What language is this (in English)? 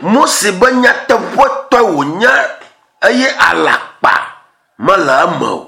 Ewe